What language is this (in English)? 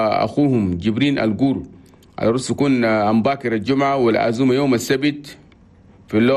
Chadian Arabic